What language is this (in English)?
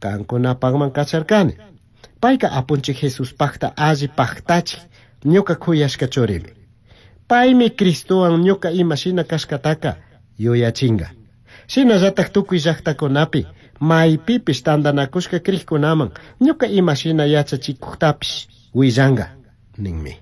Chimborazo Highland Quichua